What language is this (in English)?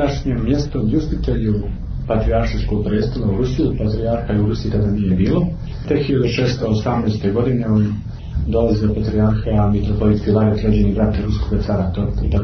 Serbian